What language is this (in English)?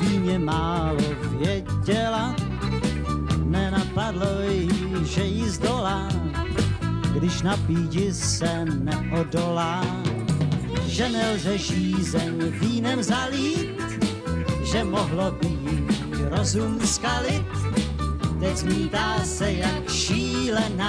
Czech